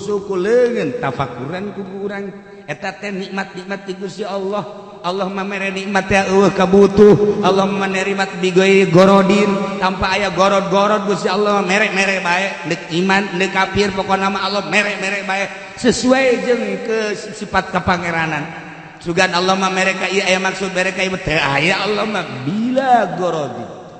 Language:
Sundanese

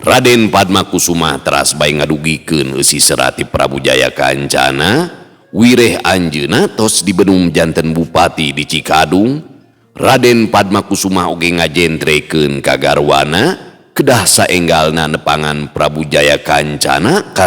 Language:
Sundanese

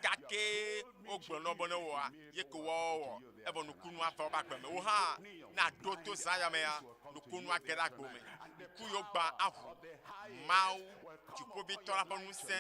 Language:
Ewe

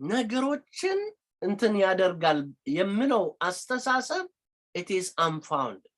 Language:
Amharic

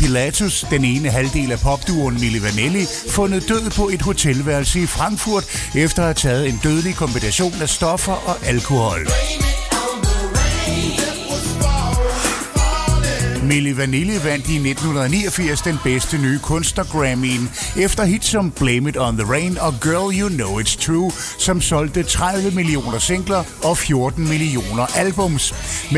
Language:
Danish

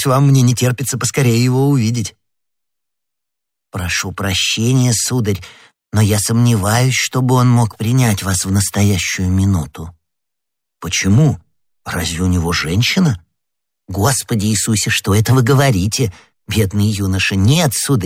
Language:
Russian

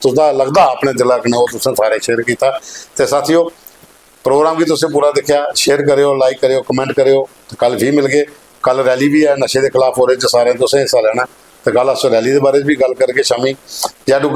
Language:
Dogri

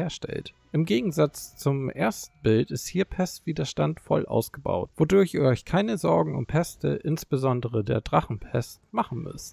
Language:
German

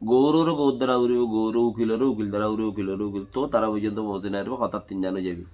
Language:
Rohingya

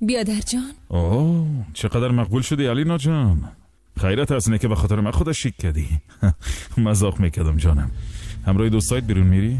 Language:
Tajik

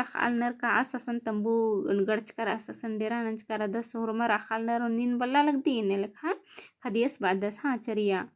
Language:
Kurukh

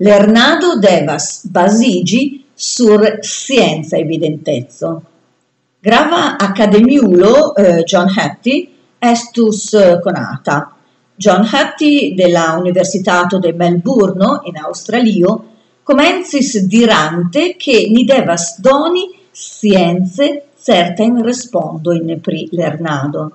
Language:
Esperanto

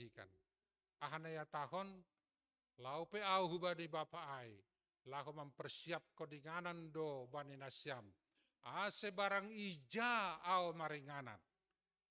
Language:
Batak Simalungun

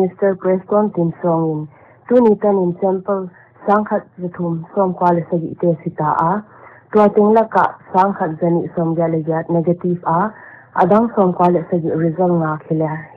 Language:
Paite Chin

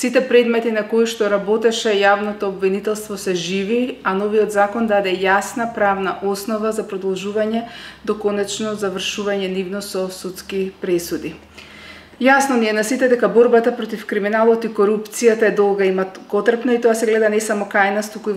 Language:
Macedonian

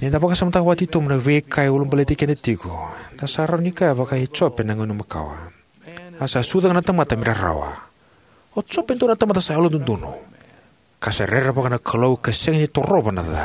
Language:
Fijian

